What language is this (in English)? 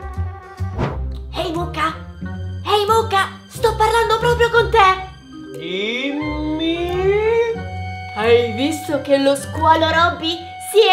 Italian